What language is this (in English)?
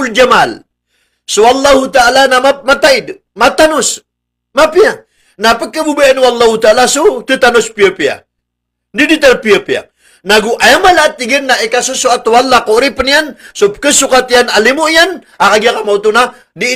Maranao